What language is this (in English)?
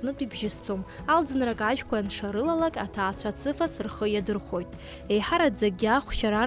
Abkhazian